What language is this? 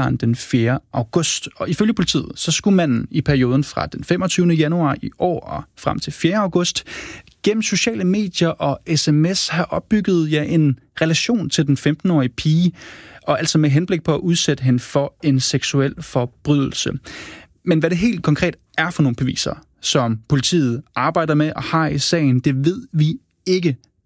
Danish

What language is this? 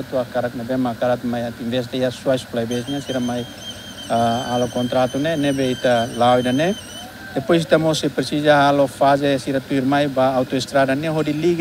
Tetum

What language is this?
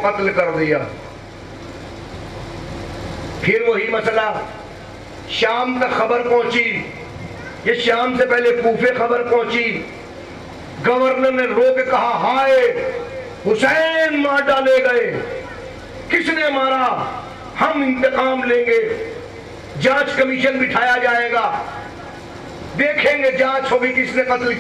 Urdu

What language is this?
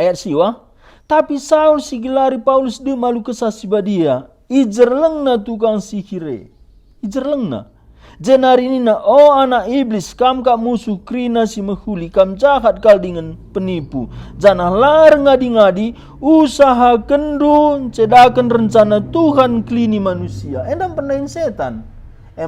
Batak Karo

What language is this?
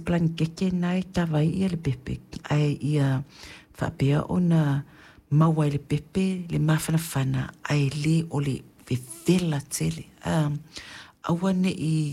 Samoan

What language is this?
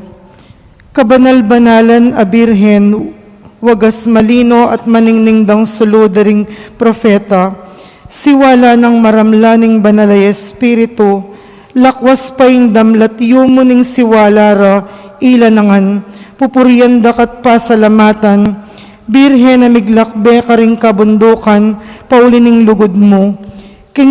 Pampanga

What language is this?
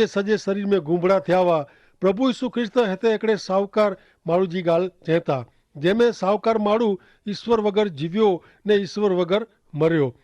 Kachhi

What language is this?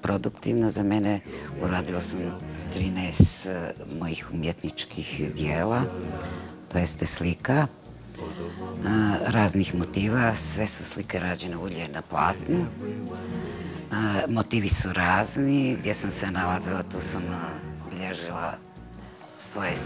Bosnian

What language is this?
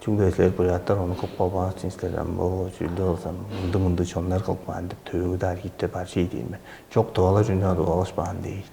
Tuvinian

